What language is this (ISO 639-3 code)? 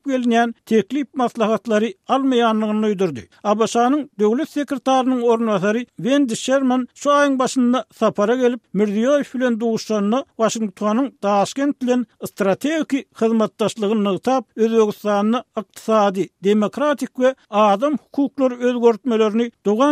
tuk